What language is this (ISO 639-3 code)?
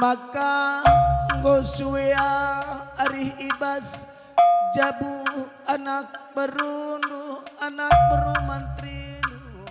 btx